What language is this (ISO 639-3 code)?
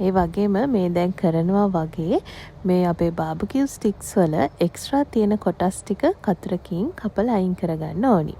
sin